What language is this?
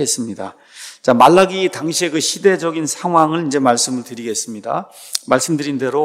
Korean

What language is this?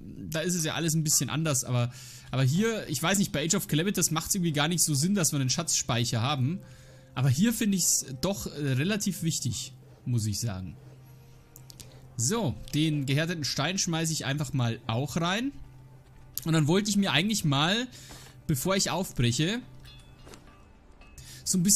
German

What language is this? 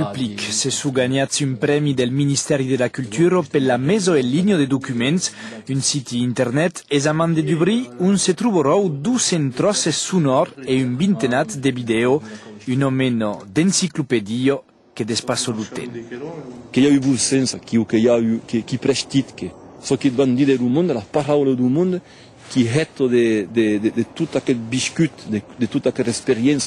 Occitan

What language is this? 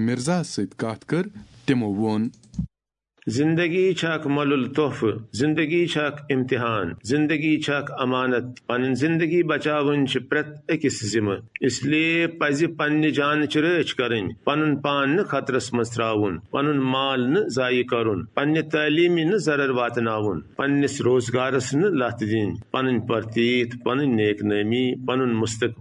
Kashmiri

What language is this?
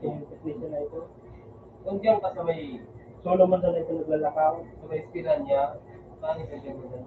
Bikol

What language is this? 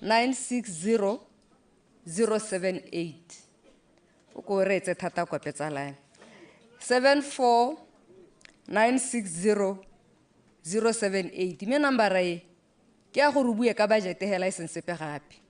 Tswana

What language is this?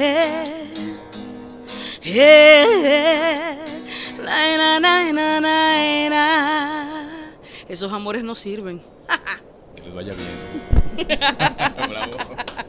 Spanish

